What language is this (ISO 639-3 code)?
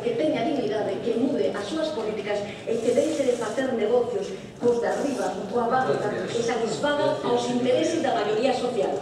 glg